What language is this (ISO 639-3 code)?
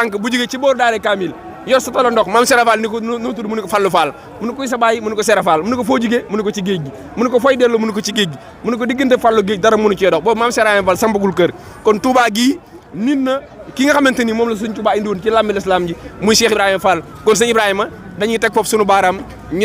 wol